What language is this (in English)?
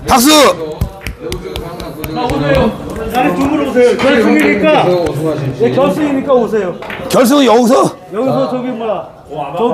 Korean